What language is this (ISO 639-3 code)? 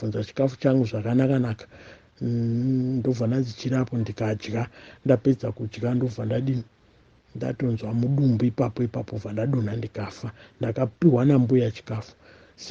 sna